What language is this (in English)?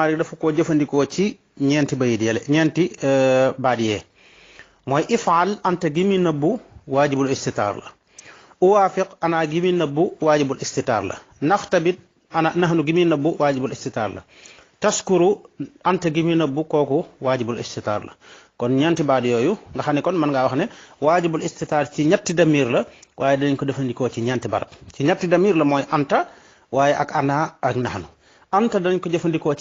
Wolof